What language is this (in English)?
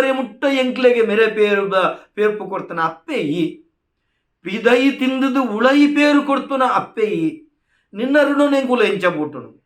Tulu